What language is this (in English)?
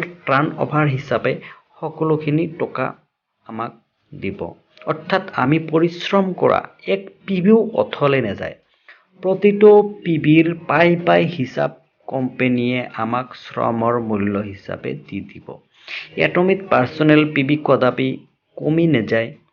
Assamese